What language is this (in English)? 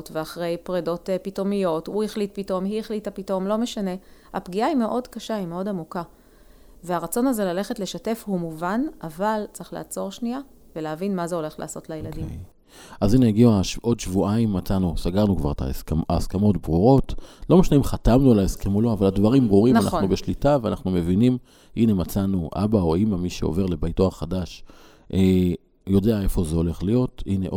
Hebrew